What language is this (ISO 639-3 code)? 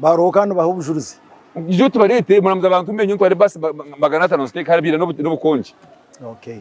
nyn